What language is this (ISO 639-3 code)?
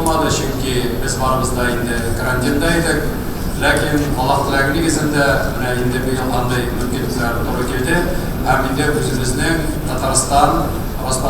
tat